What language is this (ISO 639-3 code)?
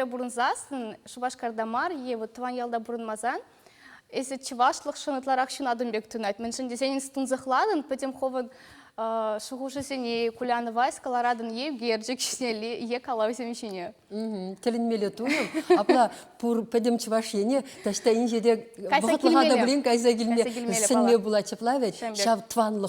chv